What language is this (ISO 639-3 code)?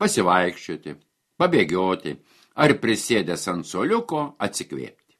lit